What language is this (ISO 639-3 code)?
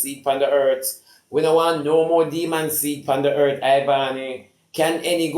jam